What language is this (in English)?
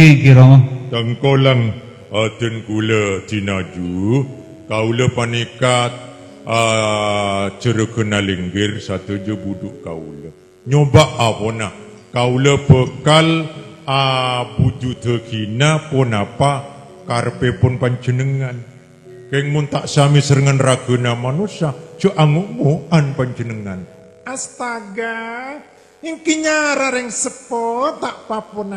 Madurese